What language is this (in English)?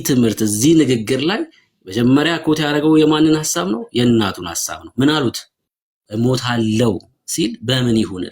Amharic